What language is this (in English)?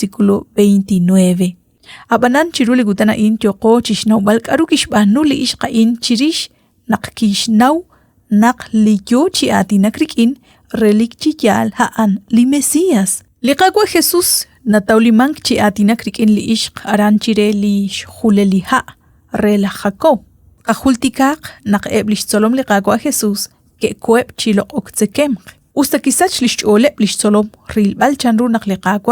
Kekchí